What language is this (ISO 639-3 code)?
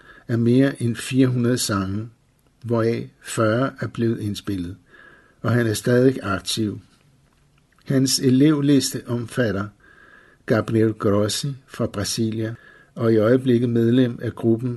dan